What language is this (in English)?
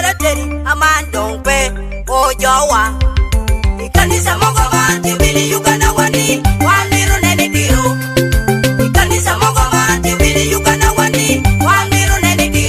Lango (Uganda)